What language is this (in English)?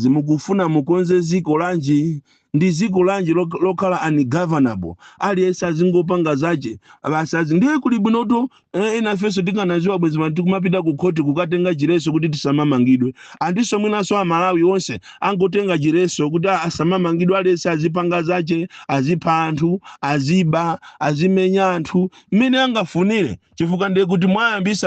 Nyanja